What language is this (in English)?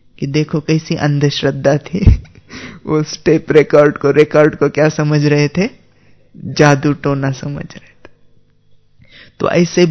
Hindi